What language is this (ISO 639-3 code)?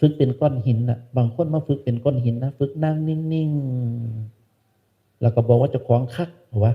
tts